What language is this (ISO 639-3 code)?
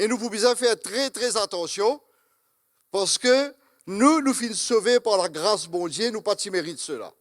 mfe